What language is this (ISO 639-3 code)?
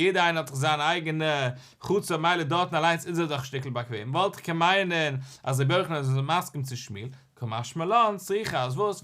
yid